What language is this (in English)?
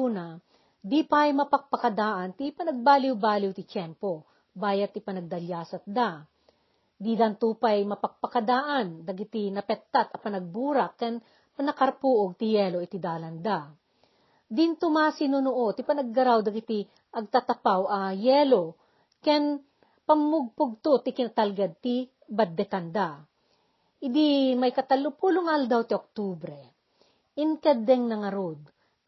Iloko